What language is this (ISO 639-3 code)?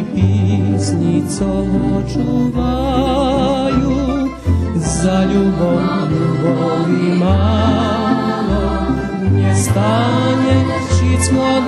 rue